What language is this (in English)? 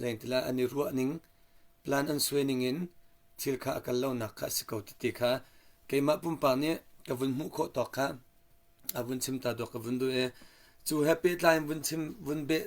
Hakha Chin